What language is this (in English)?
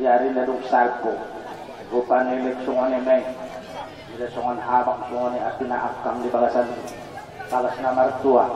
Batak Angkola